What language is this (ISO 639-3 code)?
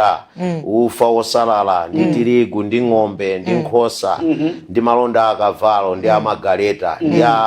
nya